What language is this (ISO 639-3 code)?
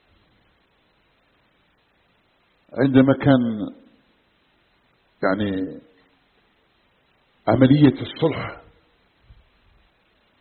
ara